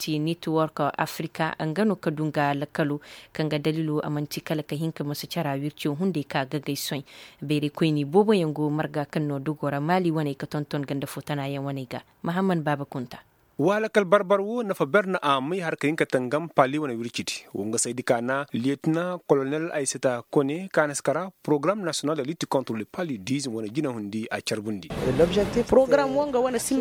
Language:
Koyraboro Senni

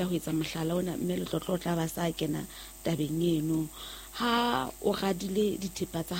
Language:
Southern Sotho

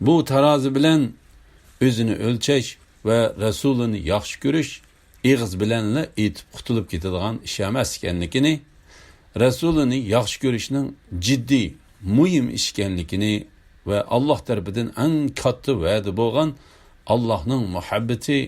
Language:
Uyghur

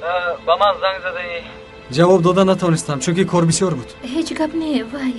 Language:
Tajik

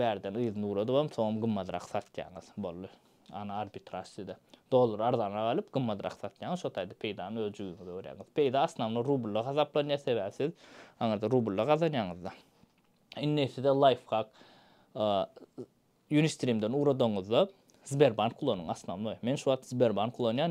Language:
Turkmen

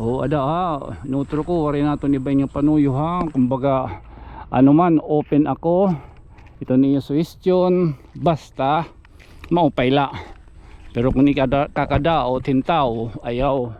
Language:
Waray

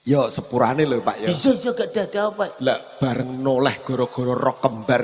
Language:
Javanese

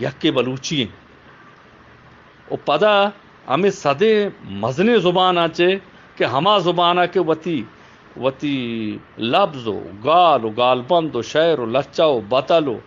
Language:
Eastern Balochi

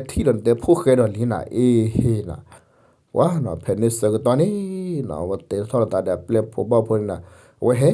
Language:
S'gaw Karen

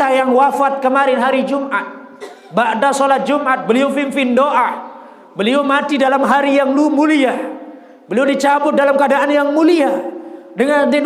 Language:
Sasak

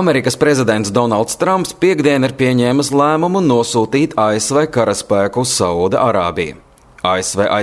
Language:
Latvian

